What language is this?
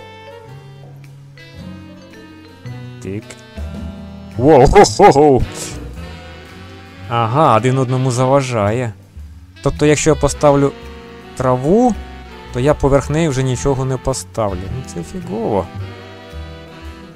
Ukrainian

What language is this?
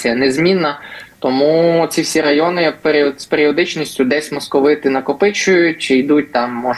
Ukrainian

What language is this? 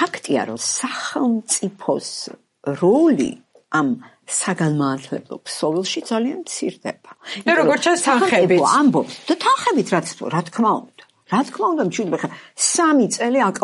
Georgian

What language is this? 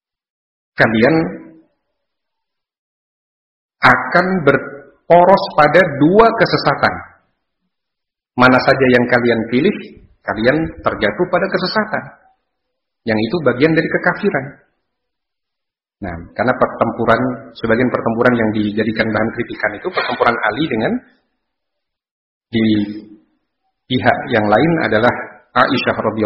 Indonesian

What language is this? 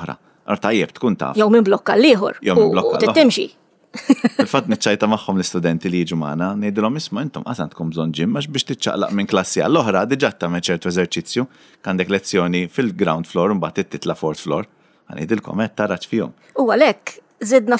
Maltese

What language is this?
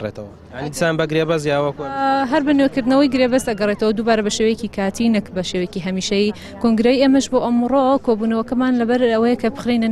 Central Kurdish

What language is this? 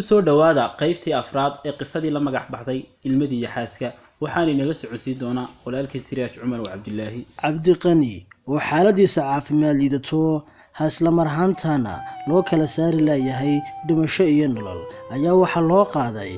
Somali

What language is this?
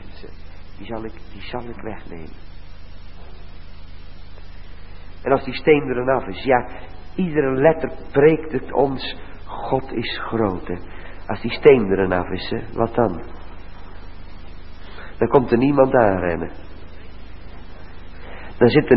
Dutch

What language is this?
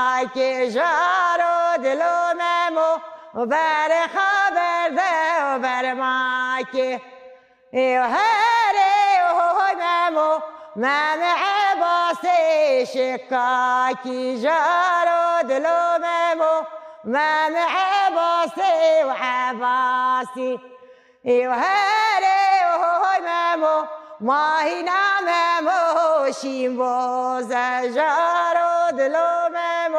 Kurdish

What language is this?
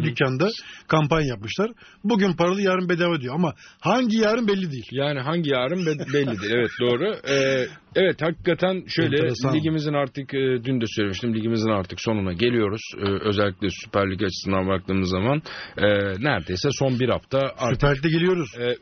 Turkish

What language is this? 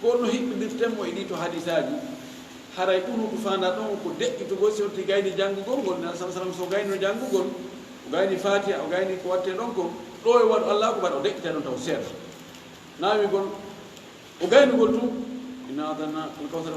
Fula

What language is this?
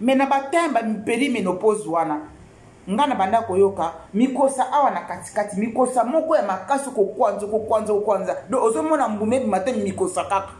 Lingala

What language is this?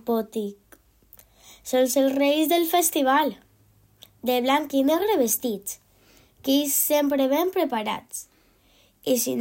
Catalan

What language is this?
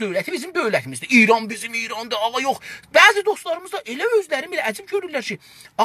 South Azerbaijani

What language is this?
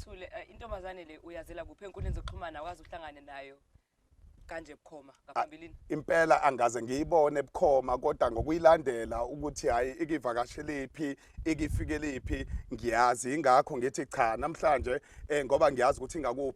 Zulu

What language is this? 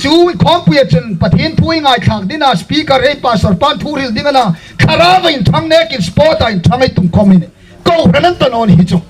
Hmar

